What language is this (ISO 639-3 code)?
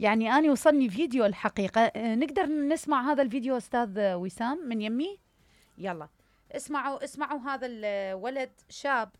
acm